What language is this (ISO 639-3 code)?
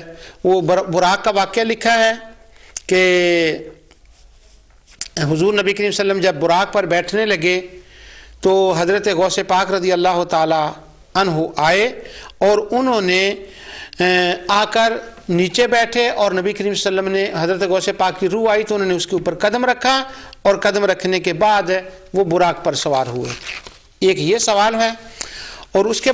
urd